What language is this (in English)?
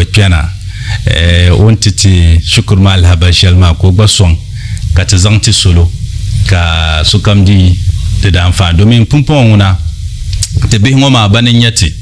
Dagbani